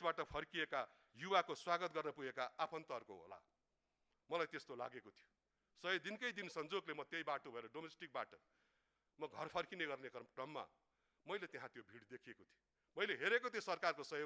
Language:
Nepali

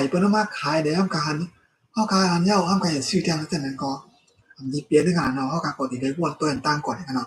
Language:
Shan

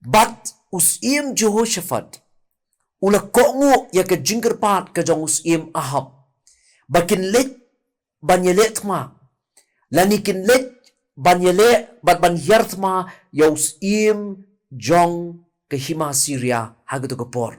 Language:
Khasi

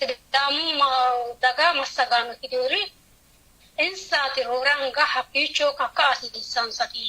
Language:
Sidamo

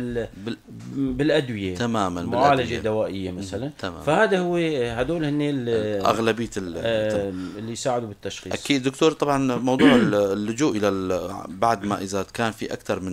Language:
North Levantine Arabic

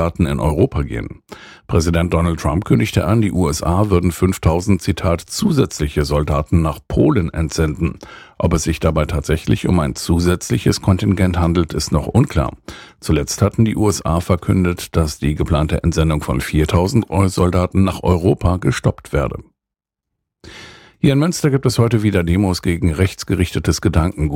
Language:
German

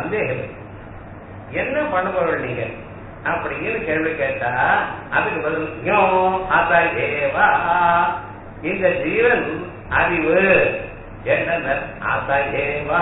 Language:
Tamil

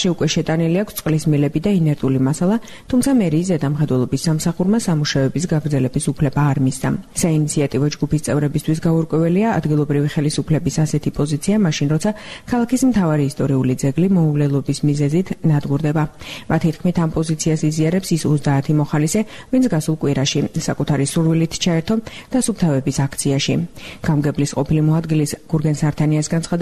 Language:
Georgian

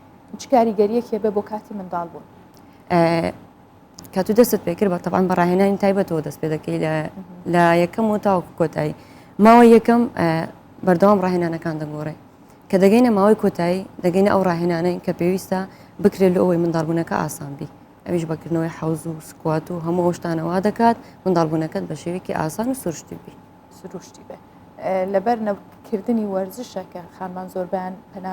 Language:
Central Kurdish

